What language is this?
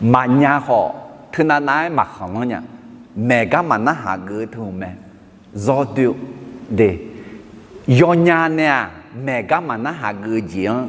Akha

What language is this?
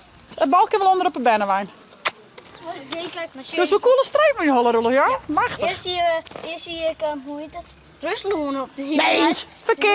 Western Frisian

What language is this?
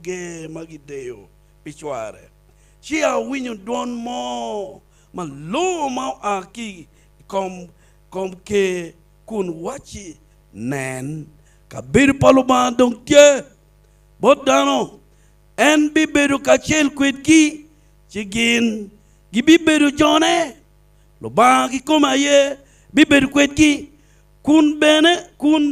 Acoli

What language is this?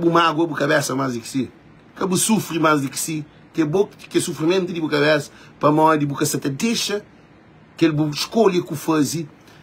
Kabuverdianu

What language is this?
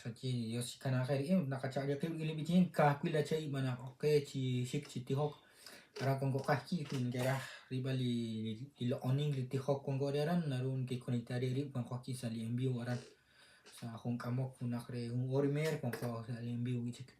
Kekchí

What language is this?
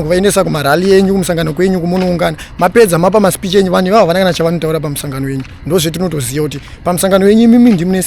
Shona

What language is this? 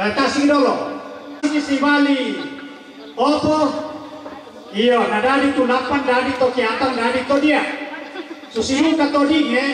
Toraja-Sa'dan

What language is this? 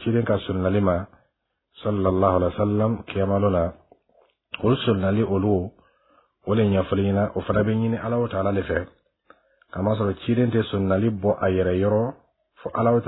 Bambara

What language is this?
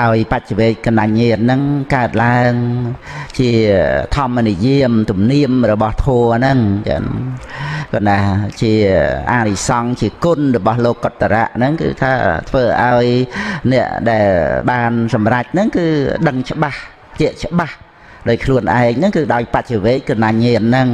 Khmer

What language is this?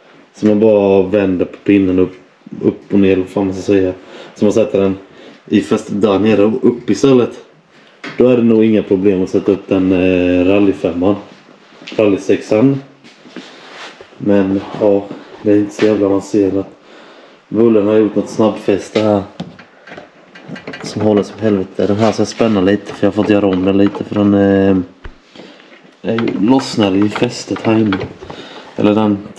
Swedish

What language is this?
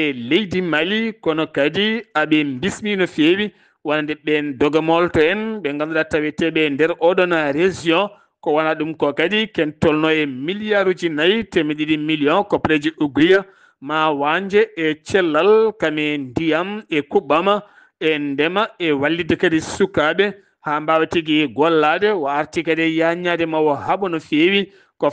Fula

